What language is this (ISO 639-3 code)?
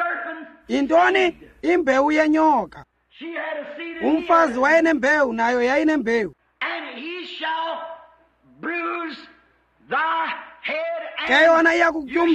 xho